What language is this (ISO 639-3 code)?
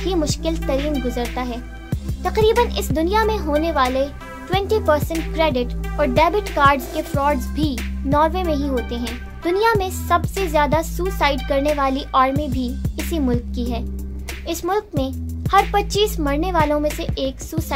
urd